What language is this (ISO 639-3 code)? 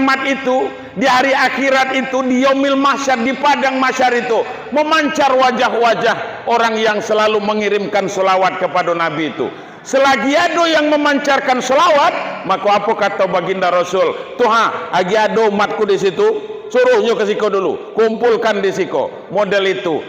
min